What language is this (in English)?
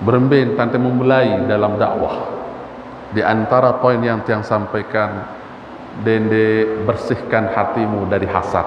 Sasak